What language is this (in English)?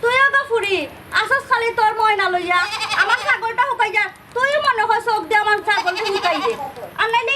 Sylheti